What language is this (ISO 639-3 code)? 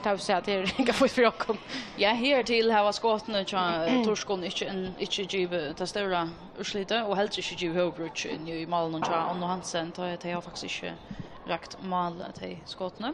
fao